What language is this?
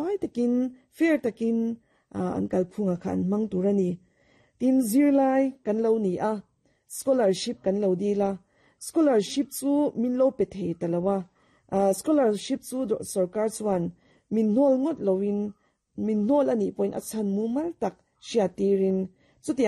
Mizo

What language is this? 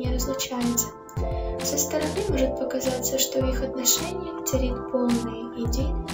Russian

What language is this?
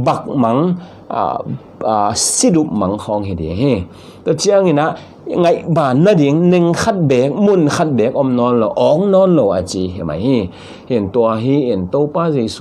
Tedim Chin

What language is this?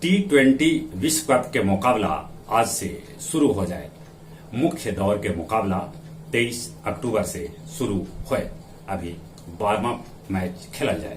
Magahi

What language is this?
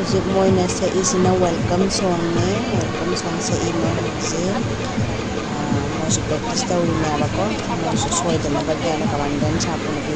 Manipuri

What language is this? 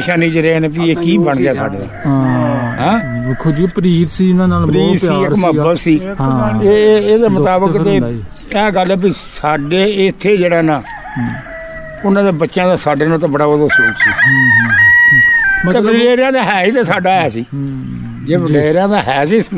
Punjabi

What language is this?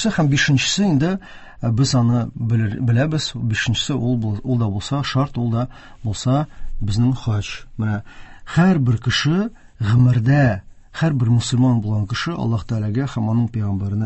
Tatar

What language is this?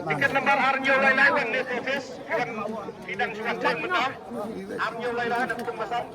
Khasi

